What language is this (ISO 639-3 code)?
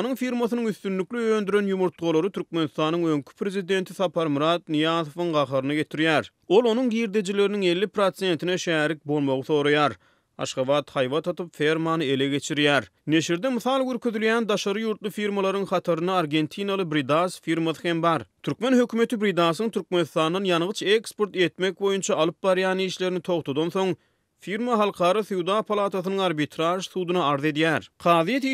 tuk